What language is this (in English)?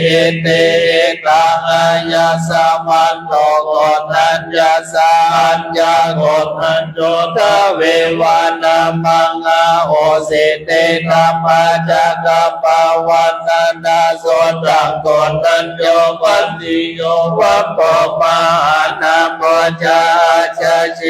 Pali